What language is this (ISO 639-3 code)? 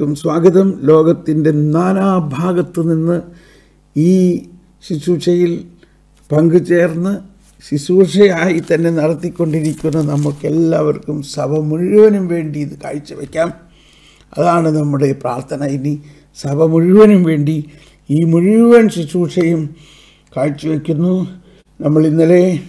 mal